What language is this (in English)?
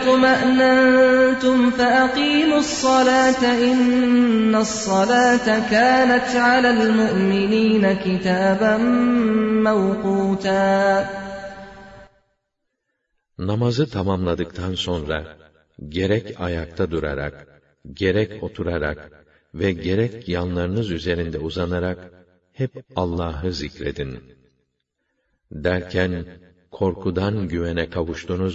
Turkish